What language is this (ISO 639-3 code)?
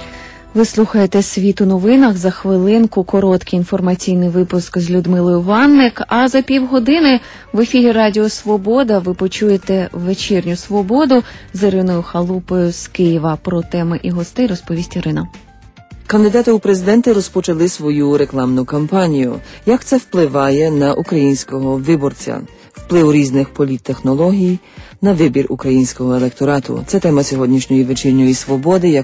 ukr